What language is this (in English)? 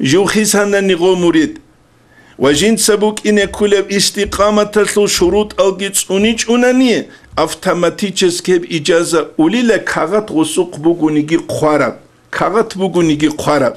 Avaric